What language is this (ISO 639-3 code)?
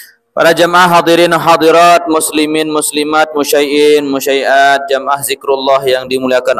sas